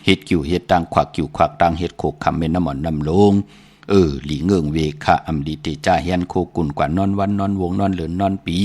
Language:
Shan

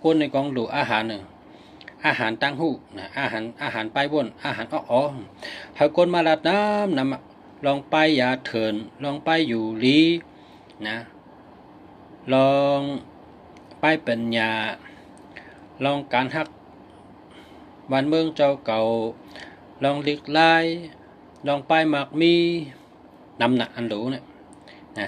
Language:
Shan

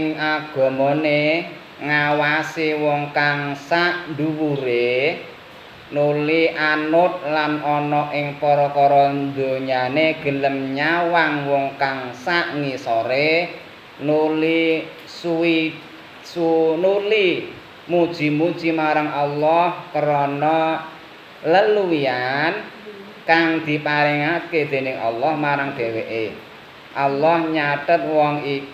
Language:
Javanese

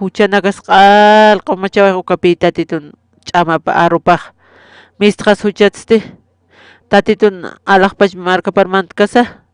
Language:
Aymara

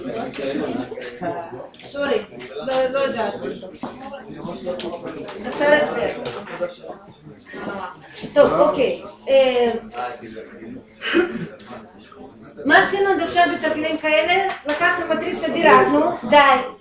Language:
Hebrew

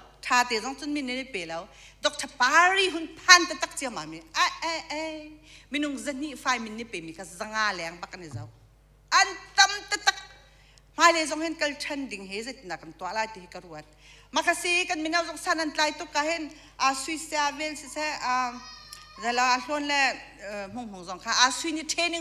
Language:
Hakha Chin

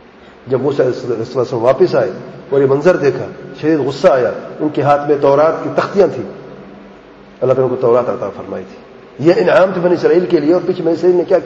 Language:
Urdu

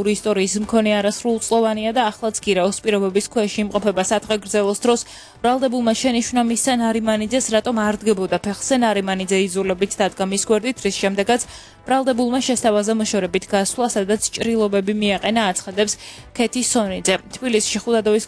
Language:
Georgian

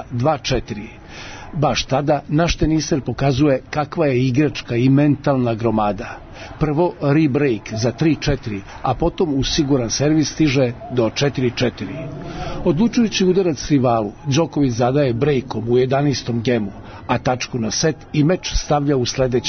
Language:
Serbian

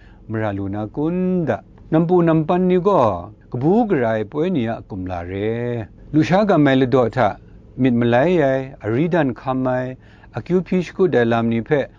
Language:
Kachin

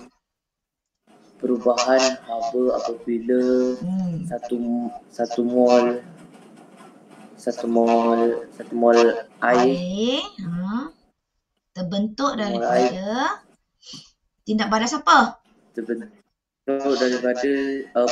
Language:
Malay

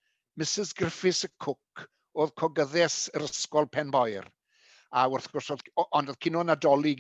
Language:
Welsh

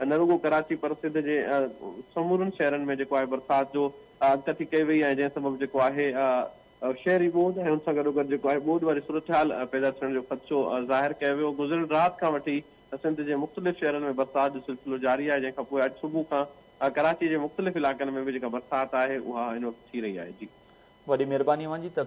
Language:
Sindhi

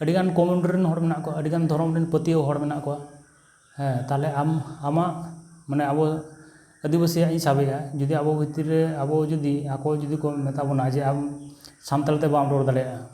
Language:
Santali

